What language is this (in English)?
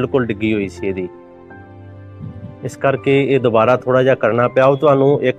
Punjabi